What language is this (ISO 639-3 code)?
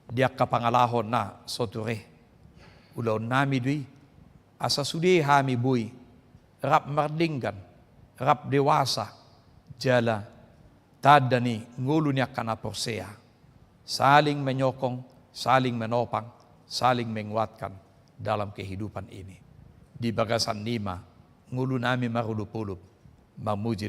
bbc